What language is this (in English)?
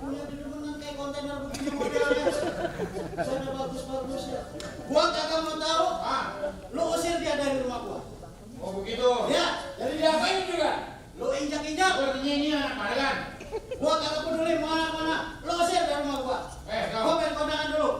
Betawi